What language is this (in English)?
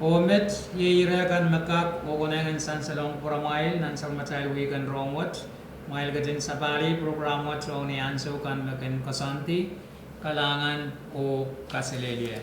Pohnpeian